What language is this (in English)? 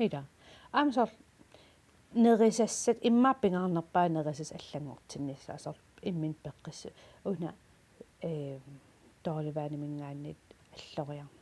Kalaallisut